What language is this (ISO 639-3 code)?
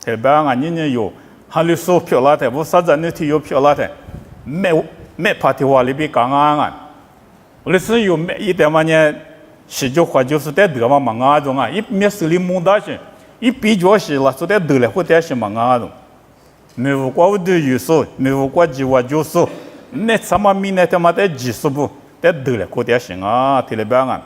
lis